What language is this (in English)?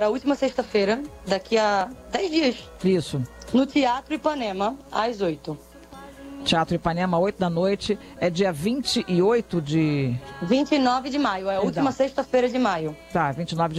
Portuguese